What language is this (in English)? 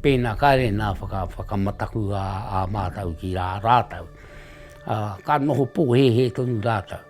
Māori